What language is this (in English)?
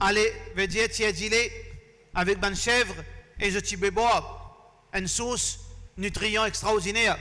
Morisyen